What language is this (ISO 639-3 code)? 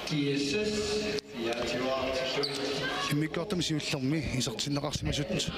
kal